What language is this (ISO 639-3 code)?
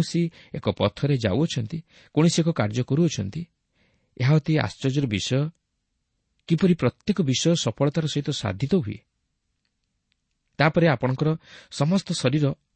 ori